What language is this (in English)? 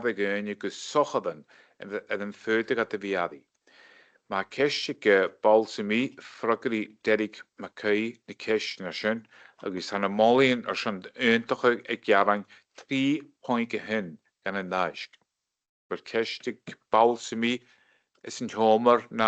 Scottish Gaelic